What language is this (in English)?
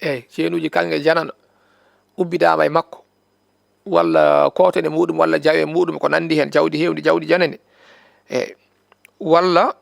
Fula